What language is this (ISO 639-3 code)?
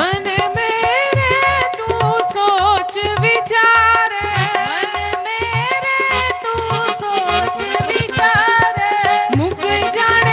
doi